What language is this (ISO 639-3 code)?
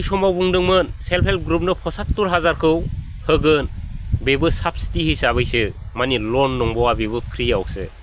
brx